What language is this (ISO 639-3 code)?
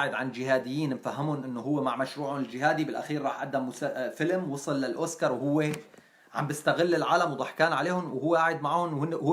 apc